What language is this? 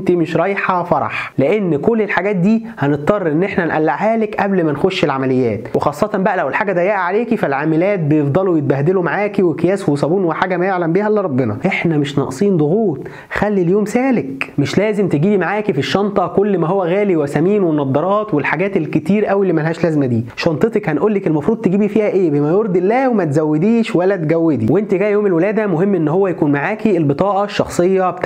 Egyptian Arabic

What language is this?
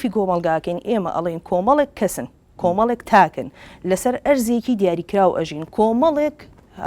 Central Kurdish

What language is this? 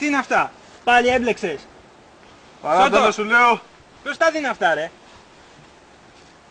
Greek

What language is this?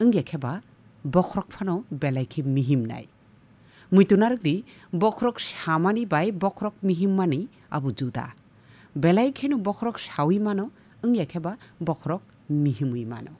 Kok Borok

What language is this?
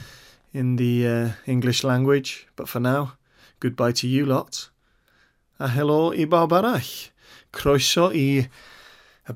Welsh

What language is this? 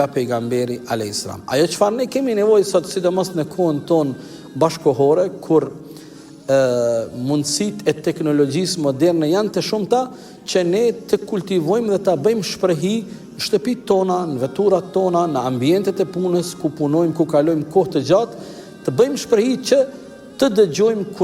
Albanian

